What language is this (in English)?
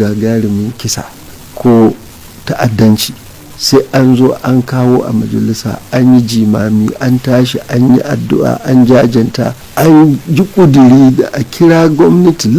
Hausa